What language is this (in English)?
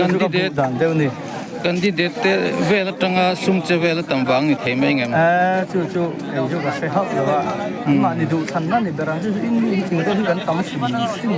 Mizo